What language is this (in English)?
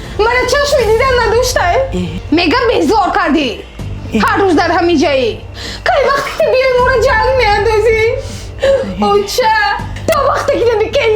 Tajik